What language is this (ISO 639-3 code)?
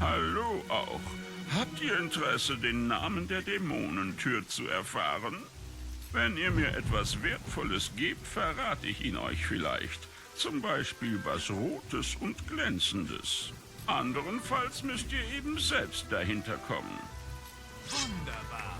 gsw